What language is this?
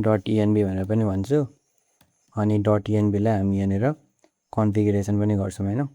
Nepali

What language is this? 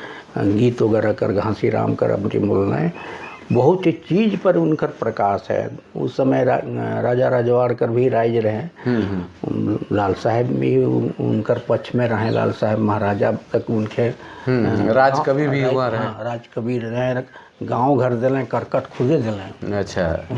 Sadri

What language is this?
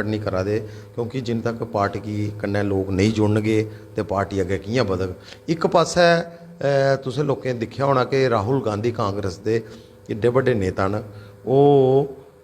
Dogri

